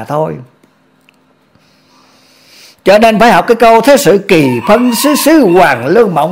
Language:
Vietnamese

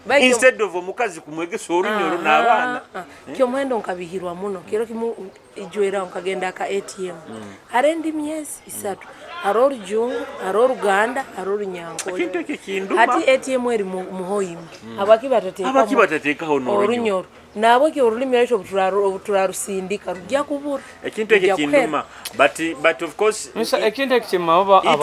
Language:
Nyoro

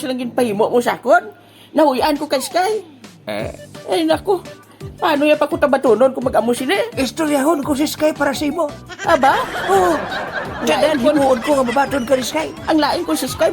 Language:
Hiligaynon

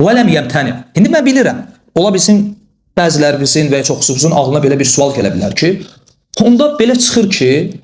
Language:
Azerbaijani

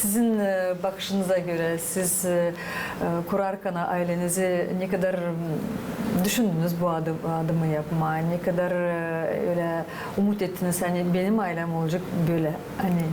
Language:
Gagauz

